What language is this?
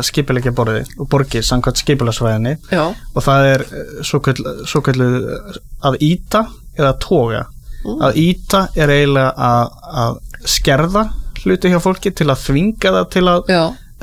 Icelandic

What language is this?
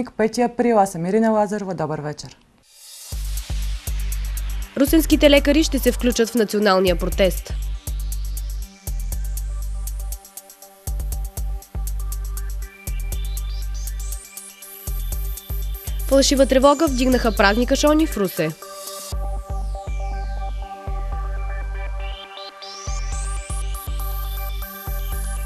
Bulgarian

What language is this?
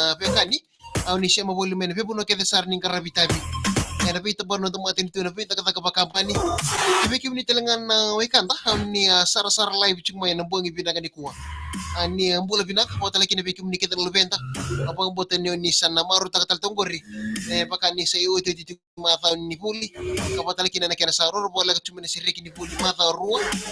Fijian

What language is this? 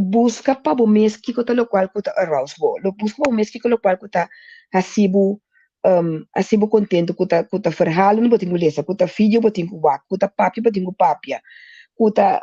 Papiamento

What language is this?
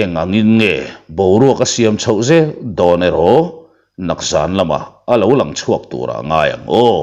Mizo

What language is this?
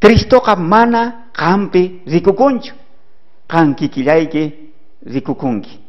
South Bolivian Quechua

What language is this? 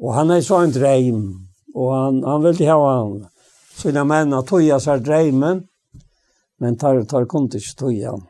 Faroese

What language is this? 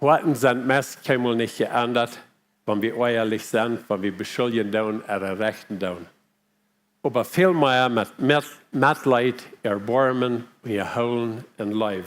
Plautdietsch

